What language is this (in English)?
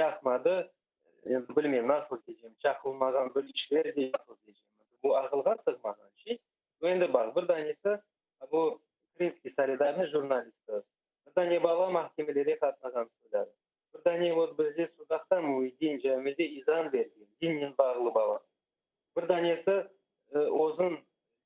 Crimean Tatar